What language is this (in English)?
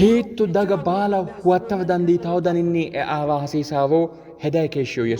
Sidamo